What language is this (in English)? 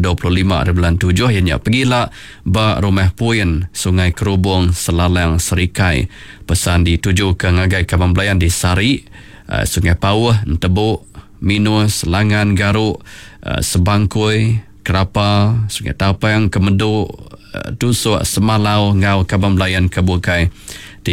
Iban